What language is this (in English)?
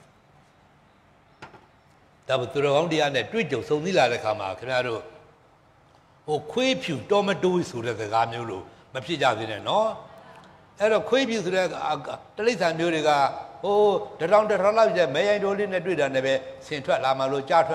Burmese